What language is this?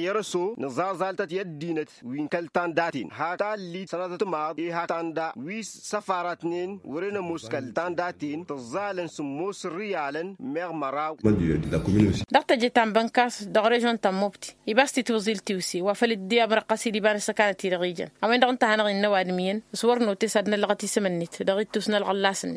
Tamasheq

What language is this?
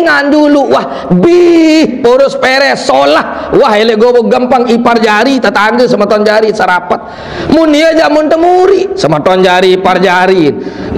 Sasak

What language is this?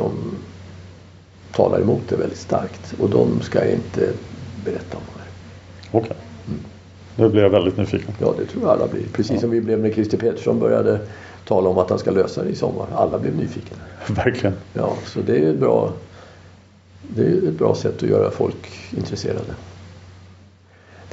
Swedish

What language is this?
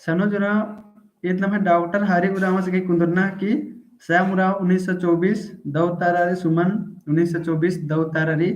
Kurukh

